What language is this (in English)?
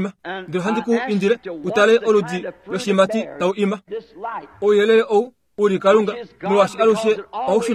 Kuanyama